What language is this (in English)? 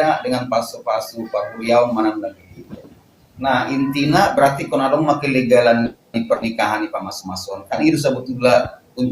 Batak Toba